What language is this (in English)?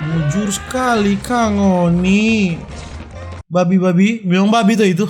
Manado Malay